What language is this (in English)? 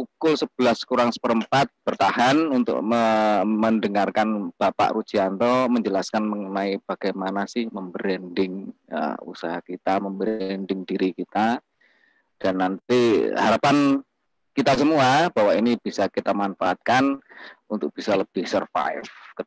Indonesian